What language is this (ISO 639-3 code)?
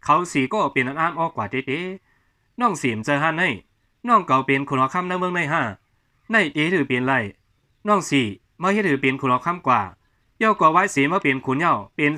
shn